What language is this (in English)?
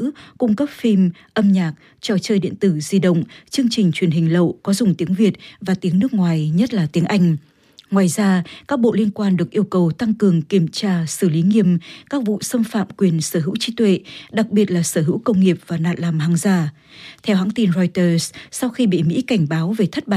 Vietnamese